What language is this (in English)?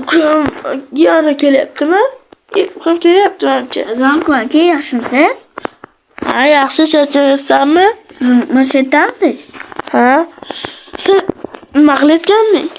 Uzbek